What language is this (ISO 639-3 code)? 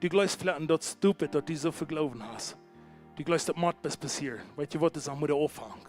pdt